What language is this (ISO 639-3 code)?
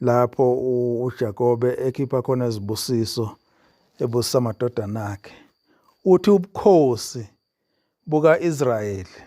zul